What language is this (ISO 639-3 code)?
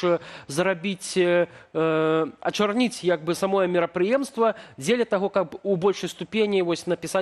bel